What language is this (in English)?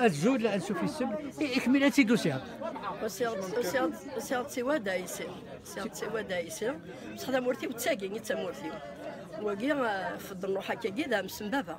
Kabyle